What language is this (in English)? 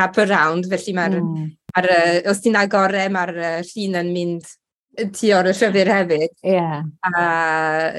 Welsh